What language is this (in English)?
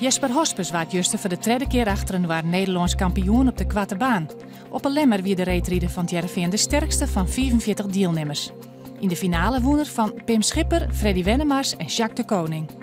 Western Frisian